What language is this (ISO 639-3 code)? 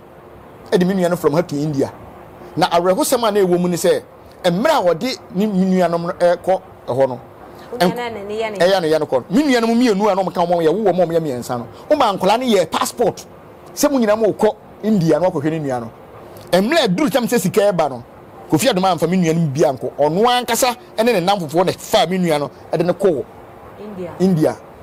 aka